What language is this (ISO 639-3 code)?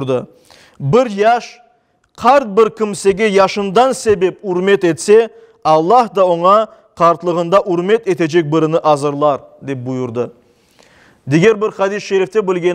crh